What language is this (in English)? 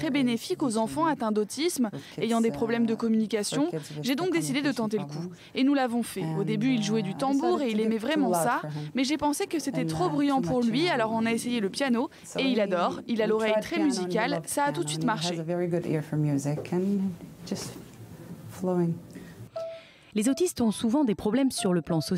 French